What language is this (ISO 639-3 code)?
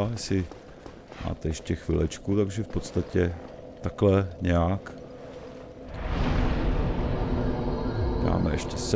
ces